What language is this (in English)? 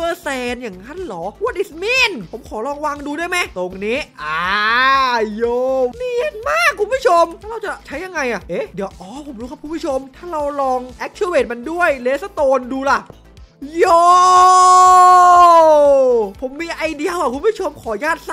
Thai